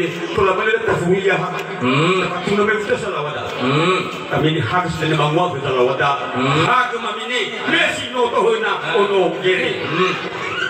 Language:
Nias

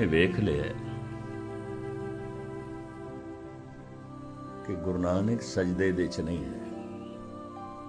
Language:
Punjabi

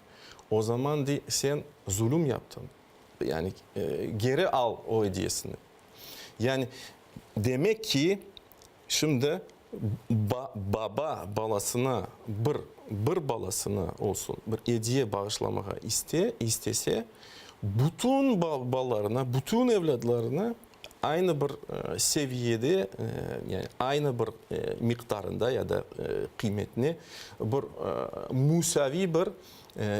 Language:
Crimean Tatar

